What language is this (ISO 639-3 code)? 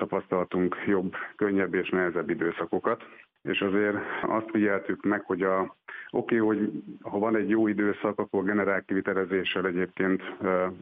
hun